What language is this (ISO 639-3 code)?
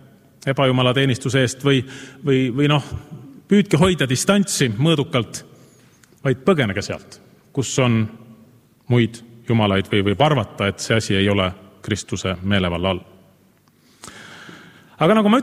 est